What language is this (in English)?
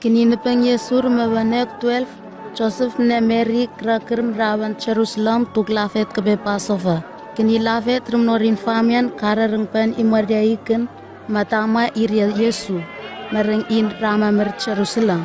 Southwest Tanna